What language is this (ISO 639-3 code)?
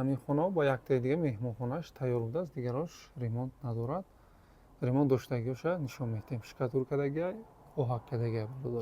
tgk